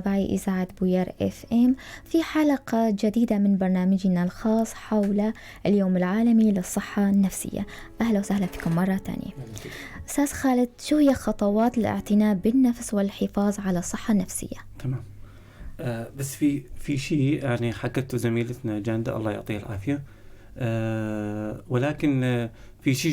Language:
North Levantine Arabic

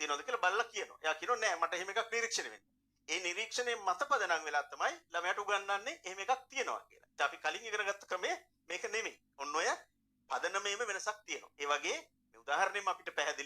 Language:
Sinhala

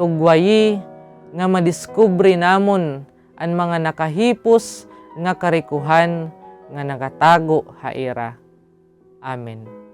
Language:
Waray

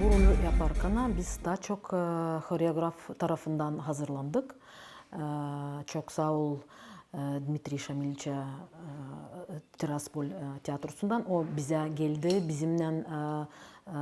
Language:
Gagauz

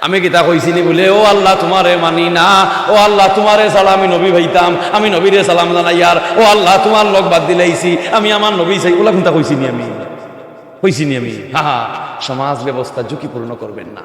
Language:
Sylheti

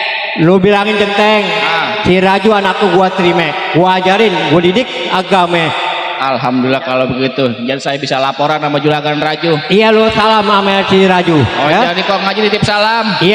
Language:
Betawi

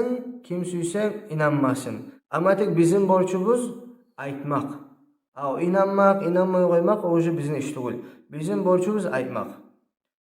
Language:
Kumyk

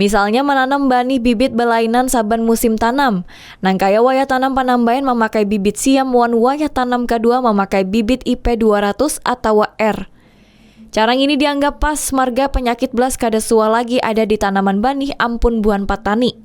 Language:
Banjar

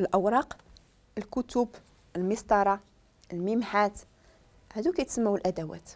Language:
Moroccan Arabic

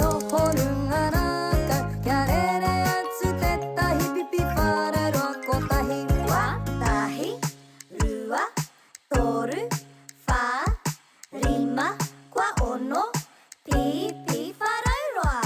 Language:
Māori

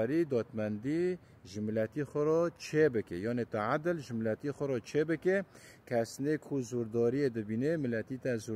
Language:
Kurdish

